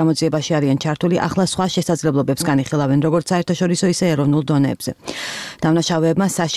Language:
Georgian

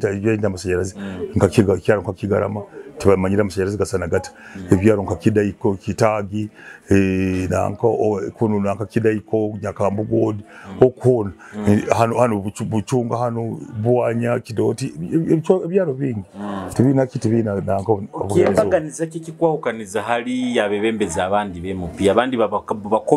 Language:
Nyoro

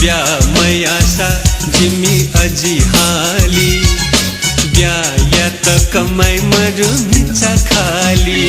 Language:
Newari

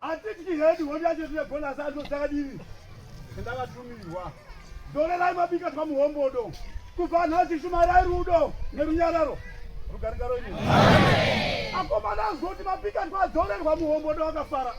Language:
Shona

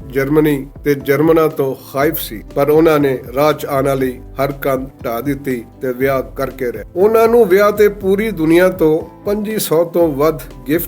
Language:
Western Panjabi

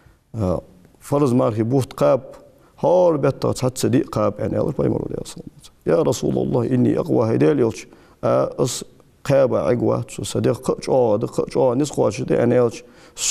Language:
Ingush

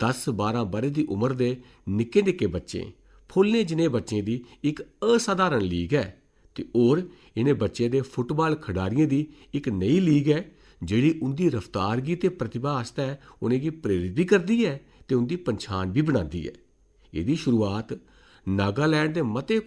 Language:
Dogri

